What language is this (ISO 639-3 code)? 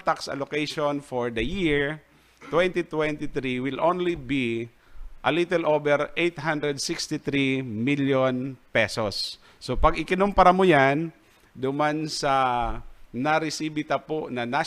bik